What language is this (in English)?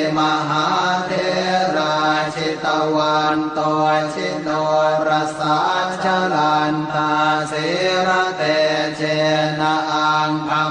Pali